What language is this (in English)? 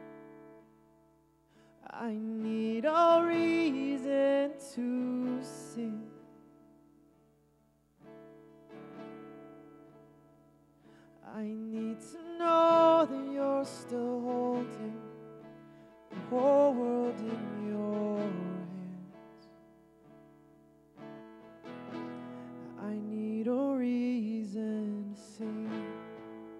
English